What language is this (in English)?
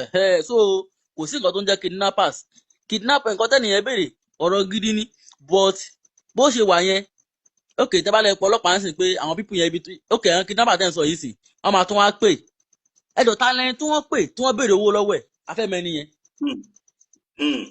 Yoruba